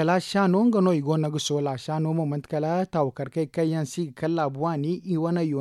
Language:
Zarma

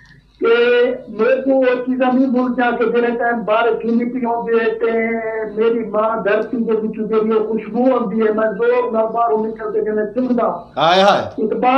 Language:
Saraiki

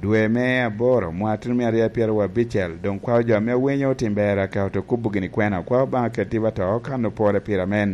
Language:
Lango (Uganda)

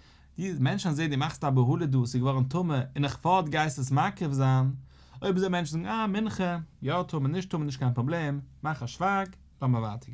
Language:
Yiddish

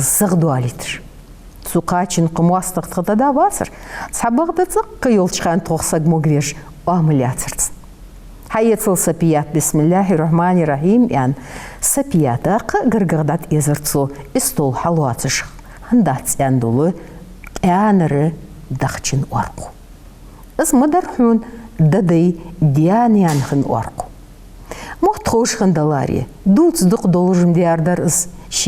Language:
Ingush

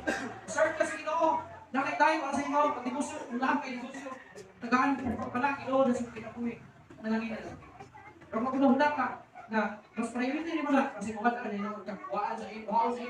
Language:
Cebuano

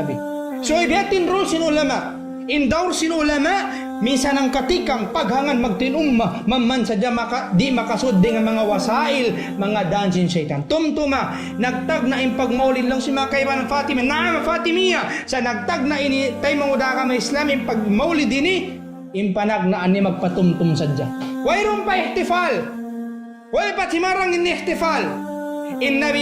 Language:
Tausug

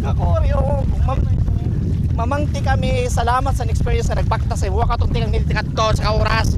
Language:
Waray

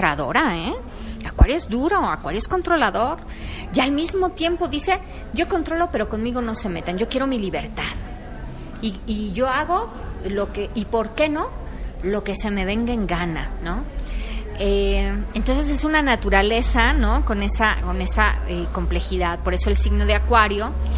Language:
Spanish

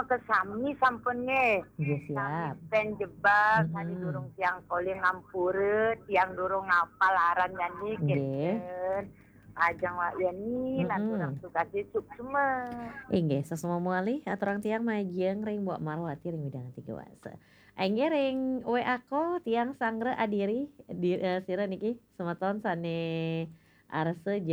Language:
Balinese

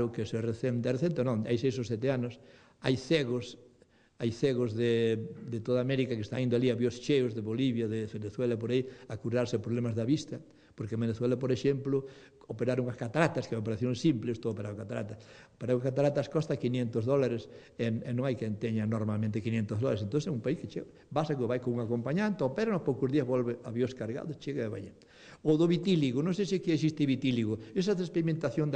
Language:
Galician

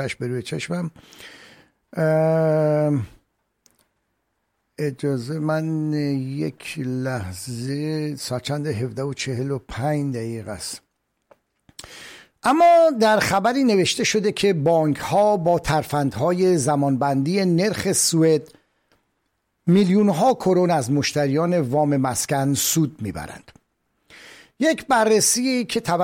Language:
Persian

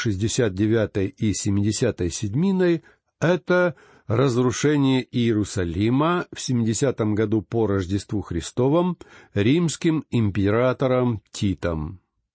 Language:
Russian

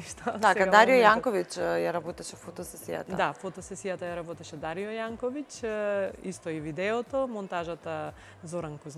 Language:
Macedonian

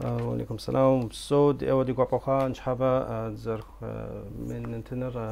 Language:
Kabardian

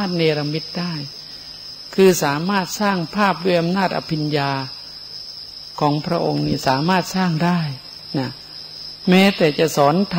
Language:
Thai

